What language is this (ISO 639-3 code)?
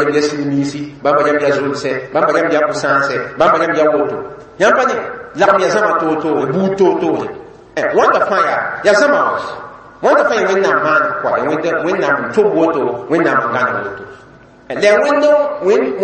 mos